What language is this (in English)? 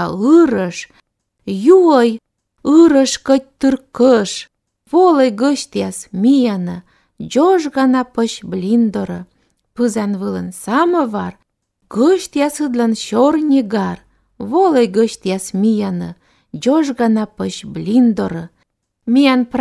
Lithuanian